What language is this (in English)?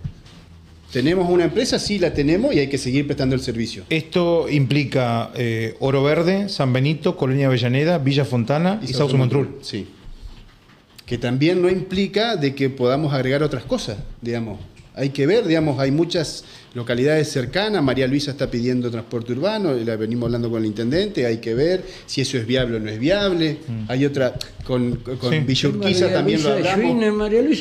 Spanish